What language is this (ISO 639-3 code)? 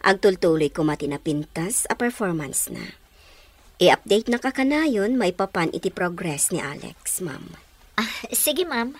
ilo